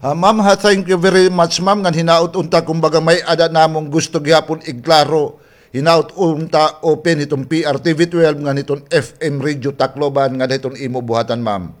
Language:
Waray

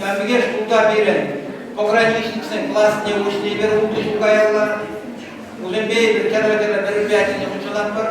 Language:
Chuvash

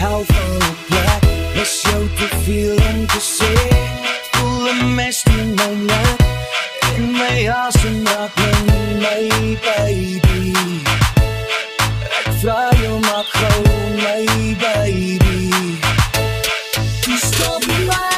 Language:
Afrikaans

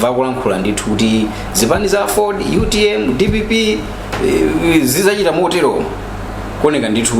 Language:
Nyanja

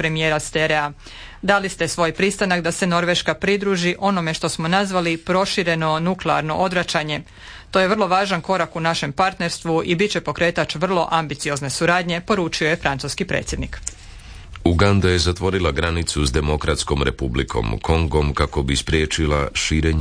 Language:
Croatian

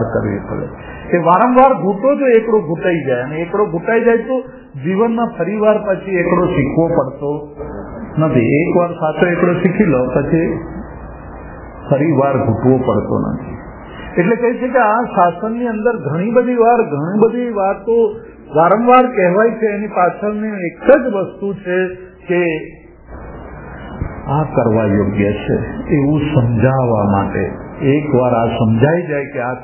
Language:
Gujarati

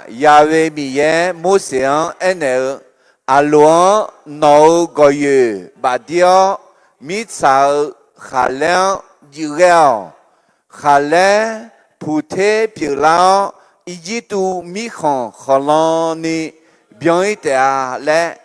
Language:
Akha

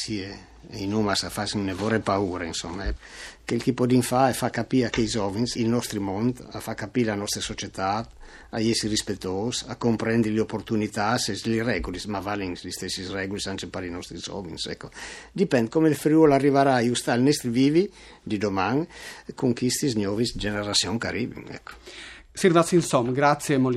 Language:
Friulian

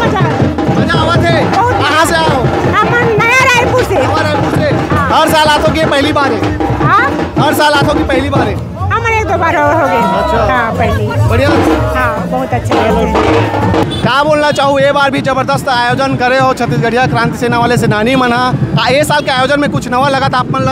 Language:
Chhattisgarhi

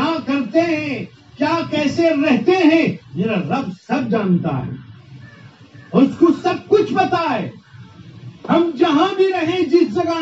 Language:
Urdu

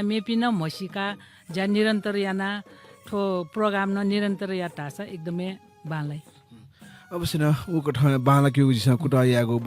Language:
Newari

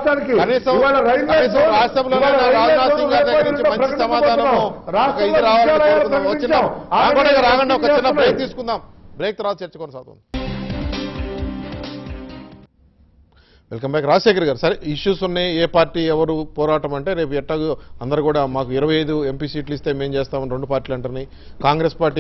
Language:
Telugu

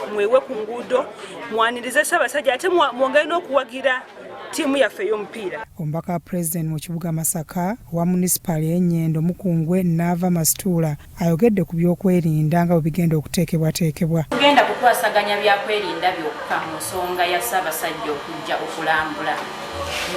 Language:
Ganda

